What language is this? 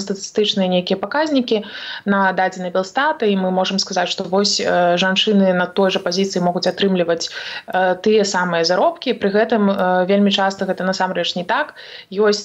Belarusian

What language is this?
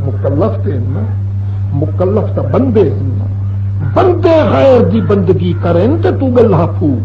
Saraiki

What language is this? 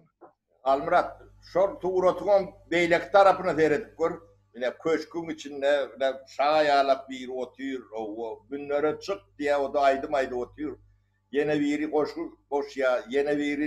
Turkmen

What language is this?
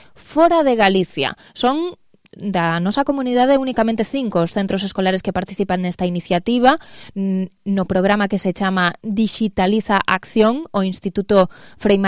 Galician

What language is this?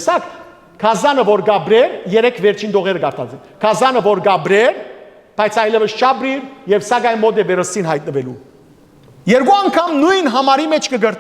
Western Armenian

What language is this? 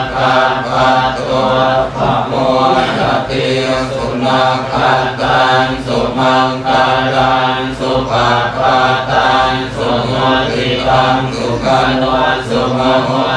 Pali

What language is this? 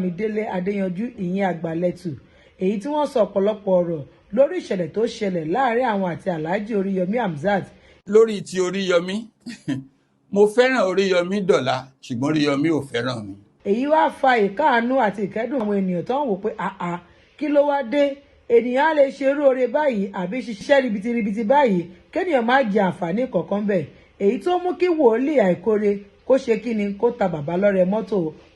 Yoruba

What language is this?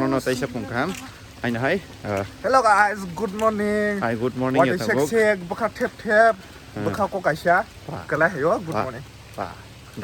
Kok Borok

